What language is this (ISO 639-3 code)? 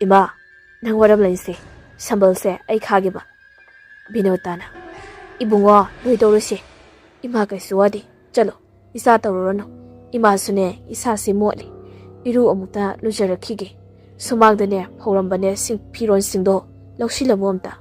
mni